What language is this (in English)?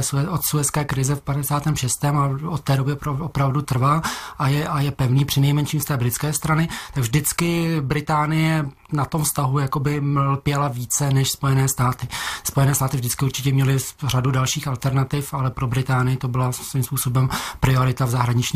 Czech